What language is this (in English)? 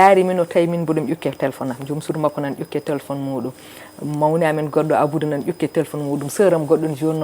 Fula